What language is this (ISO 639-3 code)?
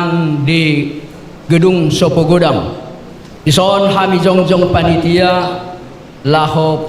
bbc